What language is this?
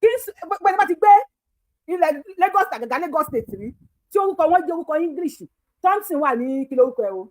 Yoruba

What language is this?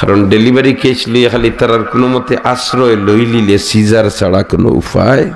Sylheti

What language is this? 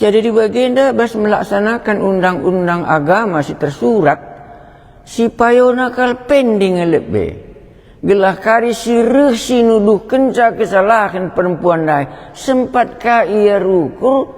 Batak Karo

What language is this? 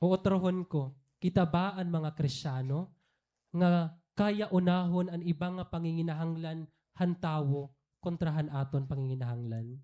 Waray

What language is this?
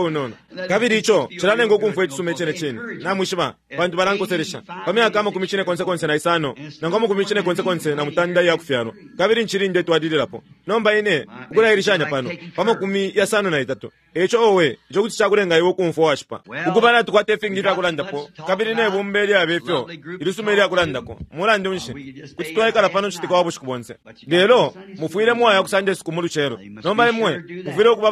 Bemba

